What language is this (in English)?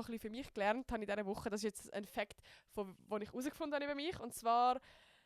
Swiss German